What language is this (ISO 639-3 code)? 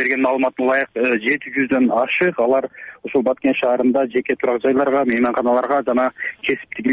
kir